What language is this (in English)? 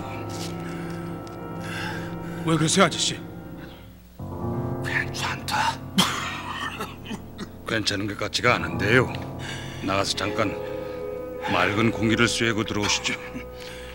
Korean